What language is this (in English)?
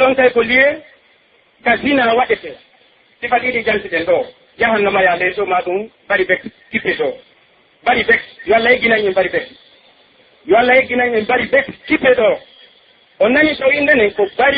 Pular